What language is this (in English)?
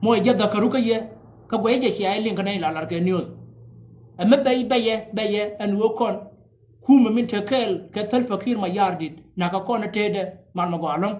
Nuer